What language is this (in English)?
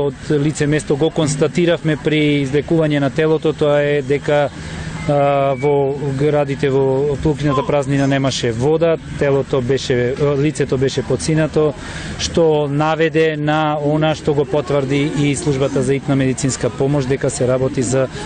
Macedonian